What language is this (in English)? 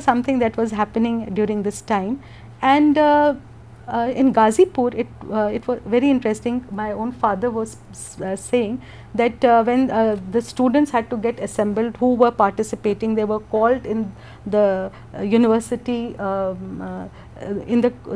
English